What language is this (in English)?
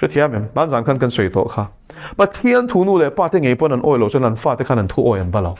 Mizo